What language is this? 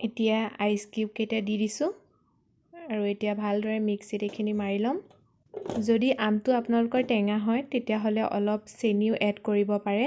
Assamese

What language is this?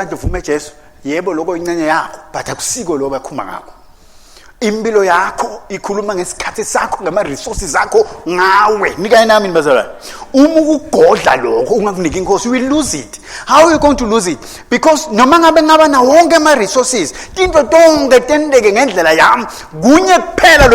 Swati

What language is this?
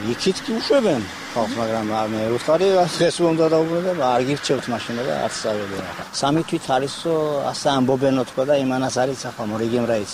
Georgian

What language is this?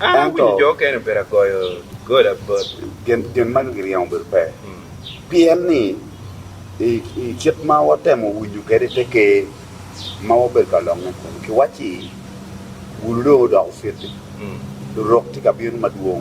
Acoli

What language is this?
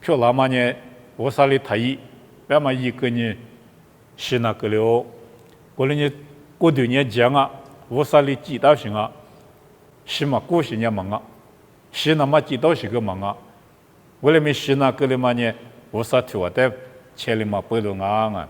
Lisu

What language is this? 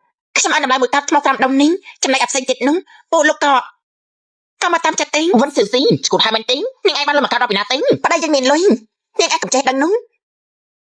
Khmer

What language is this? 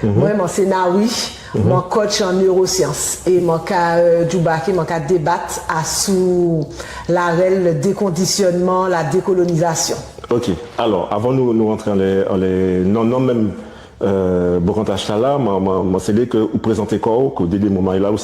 Guadeloupean Creole French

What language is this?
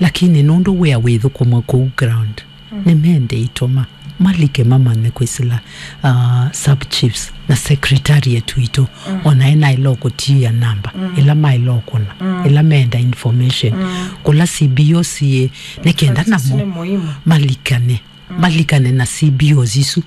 Kamba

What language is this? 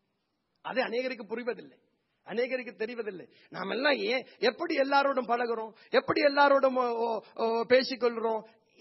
Tamil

